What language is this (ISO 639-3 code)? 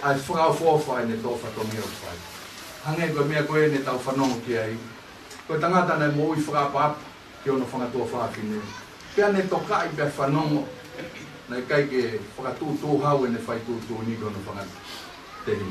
ton